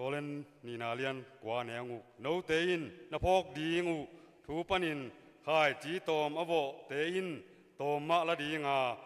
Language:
Tedim Chin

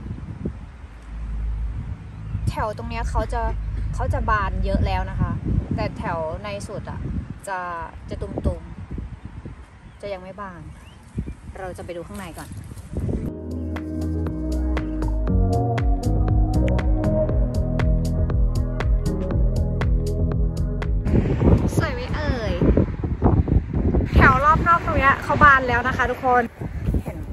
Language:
Thai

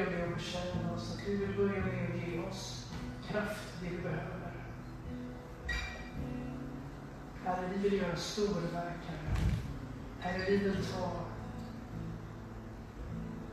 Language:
Swedish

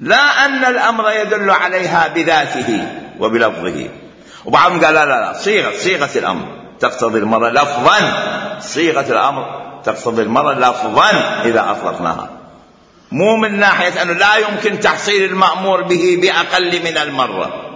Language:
Mesopotamian Arabic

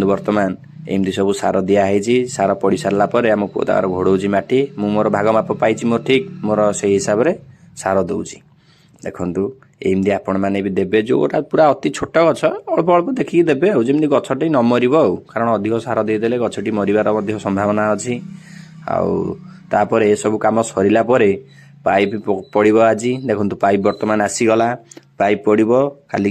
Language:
Odia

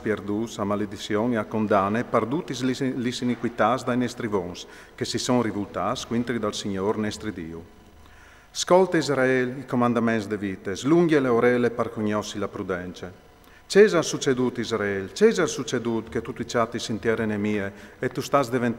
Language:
Friulian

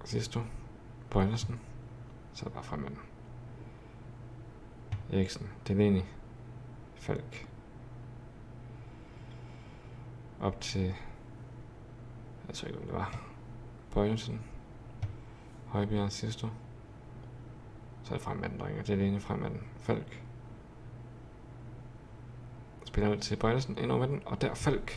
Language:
Danish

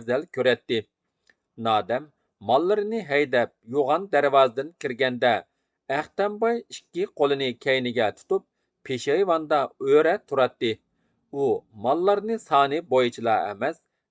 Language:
Uyghur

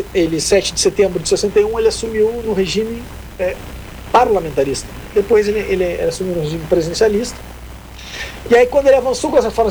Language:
Portuguese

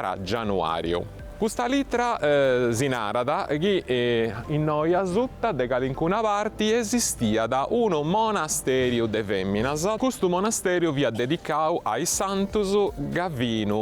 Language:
Sardinian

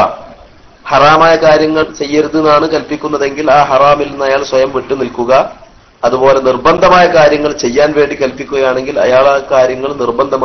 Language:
Malayalam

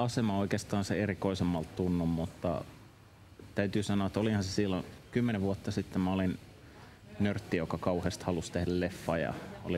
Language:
Finnish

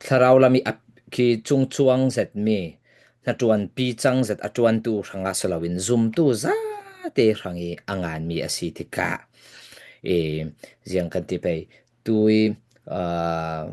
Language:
Falam Chin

